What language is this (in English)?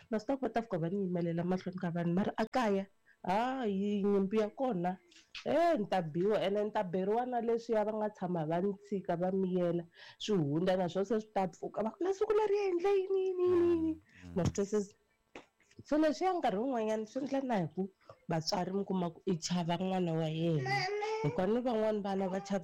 Tsonga